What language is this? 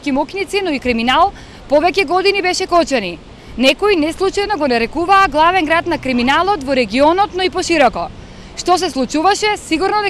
Macedonian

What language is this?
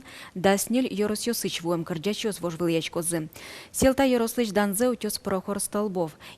Udmurt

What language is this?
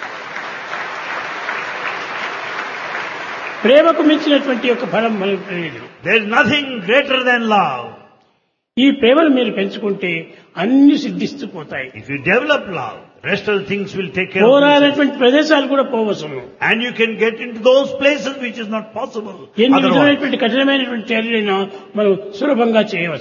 Telugu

